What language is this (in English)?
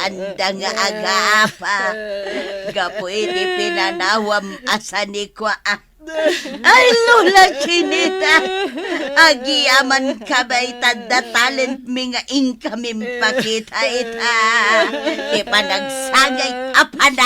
Iloko